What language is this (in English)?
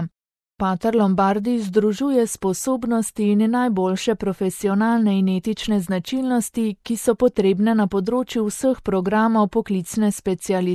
Slovenian